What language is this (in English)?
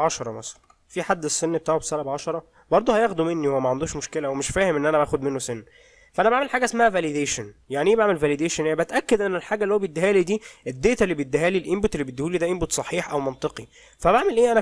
Egyptian Arabic